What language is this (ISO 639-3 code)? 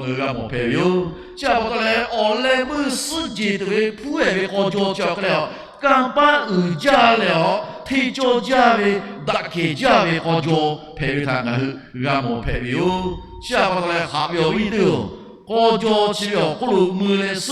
lhu